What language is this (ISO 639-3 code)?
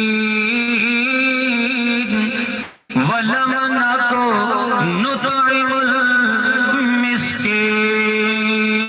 skr